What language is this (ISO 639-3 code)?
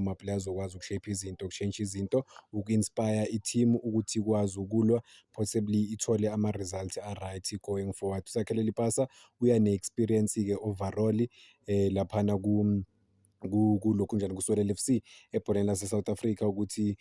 zul